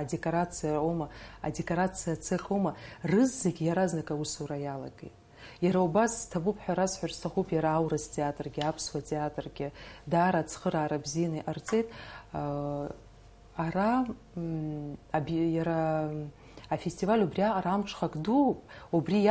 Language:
Abkhazian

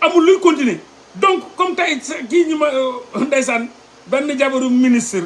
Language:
Wolof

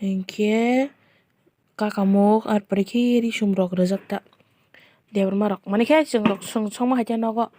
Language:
Kok Borok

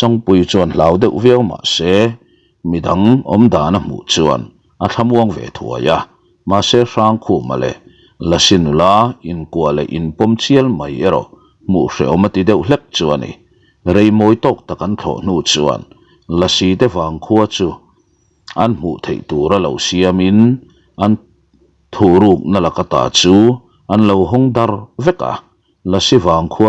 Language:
Mizo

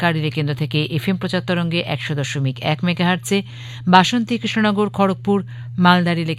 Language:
Bangla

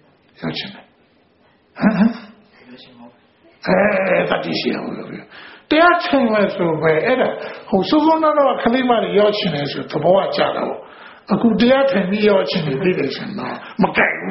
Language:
Burmese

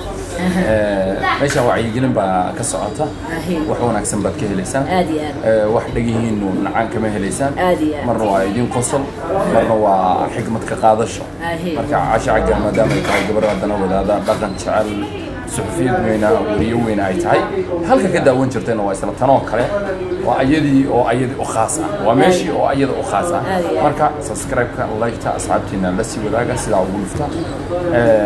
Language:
Somali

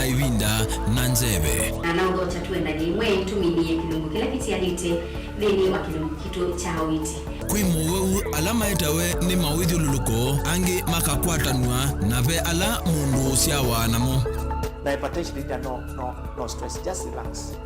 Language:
Kamba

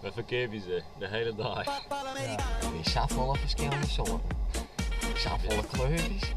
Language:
Western Frisian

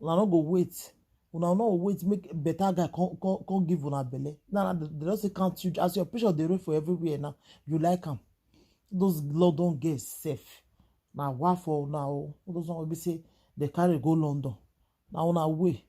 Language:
Nigerian Pidgin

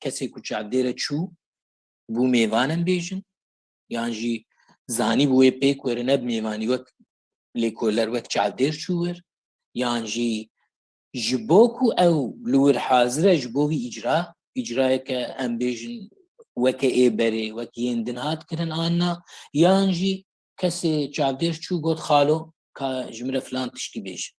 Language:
Kurdish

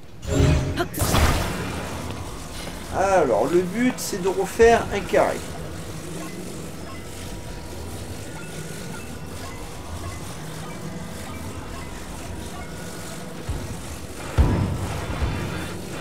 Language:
French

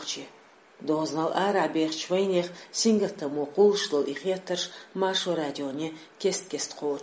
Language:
Chechen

